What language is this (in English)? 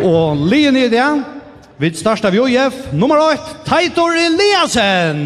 Faroese